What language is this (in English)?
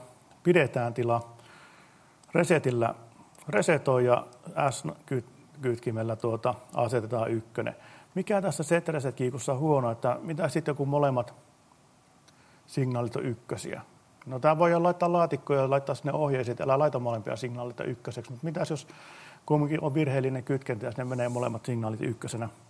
Finnish